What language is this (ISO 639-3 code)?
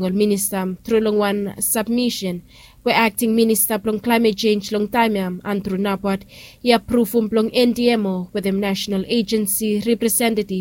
bis